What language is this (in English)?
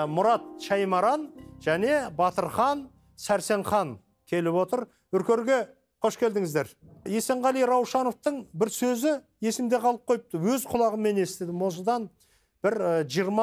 Kazakh